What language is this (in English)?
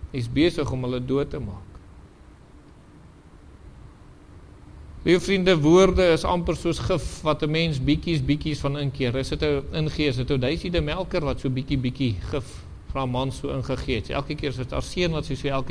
Afrikaans